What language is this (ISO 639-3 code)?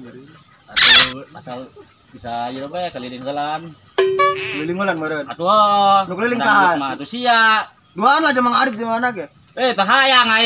sun